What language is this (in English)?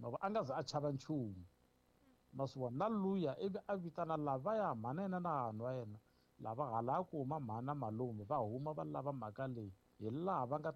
Tsonga